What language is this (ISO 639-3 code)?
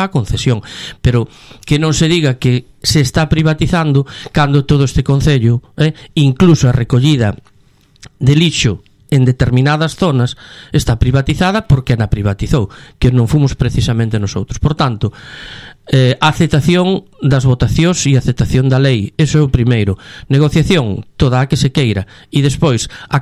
glg